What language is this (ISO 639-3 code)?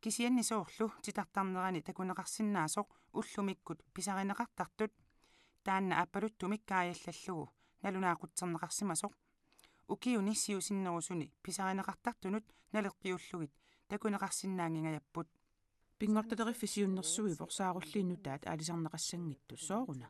kal